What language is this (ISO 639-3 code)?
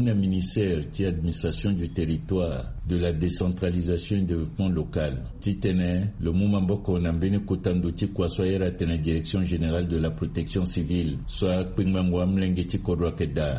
sag